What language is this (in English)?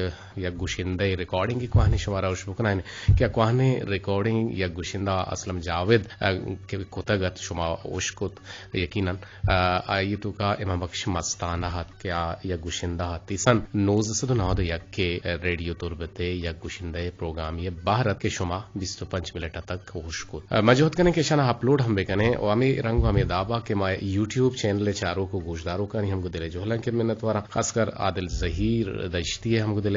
Eastern Balochi